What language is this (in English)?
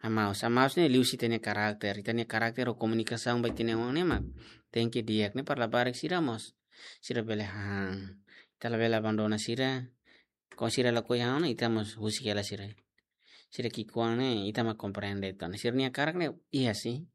Tetum